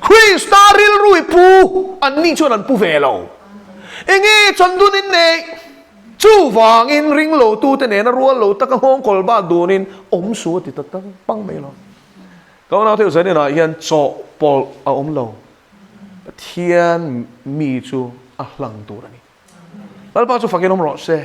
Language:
Mizo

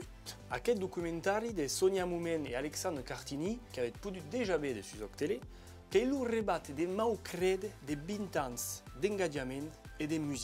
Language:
Occitan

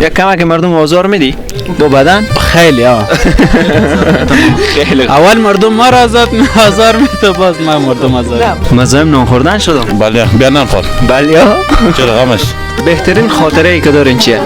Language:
Persian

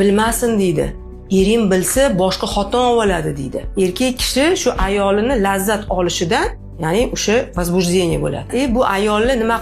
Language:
Uzbek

